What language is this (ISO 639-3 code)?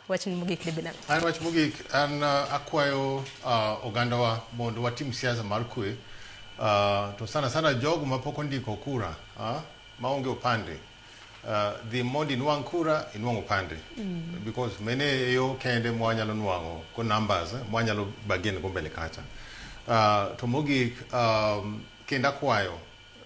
luo